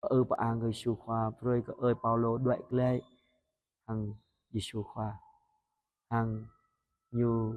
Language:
Jarai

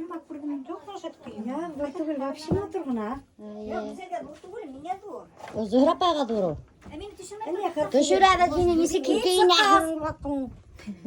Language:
Bashkir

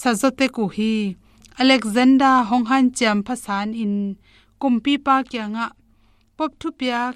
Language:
Tedim Chin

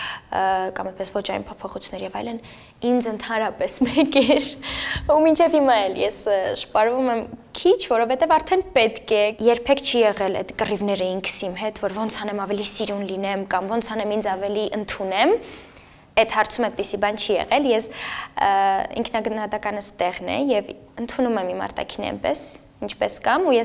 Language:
Armenian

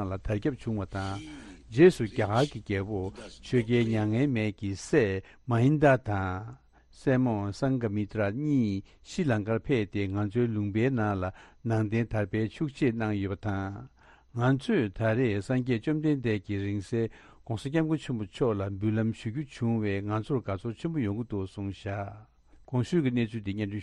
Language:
Tibetan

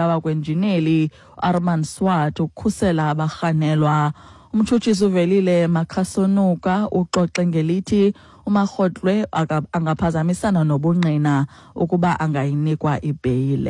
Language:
Xhosa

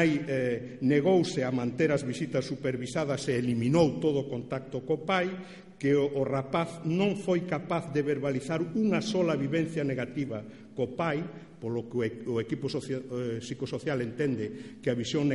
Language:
Galician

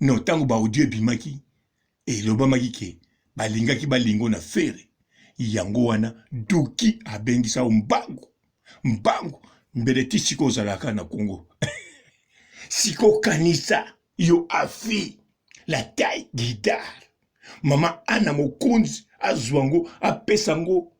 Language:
Lingala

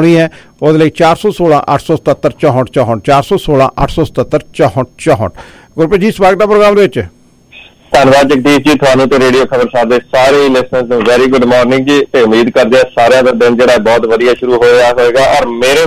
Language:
Punjabi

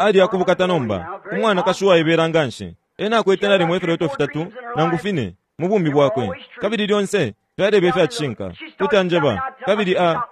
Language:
Bemba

